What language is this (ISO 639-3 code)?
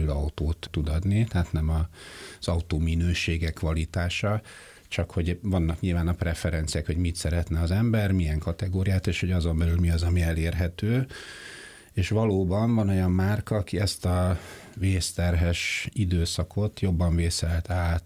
hun